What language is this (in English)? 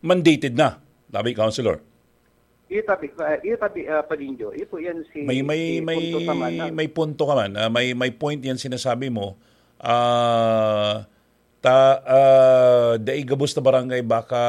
Bikol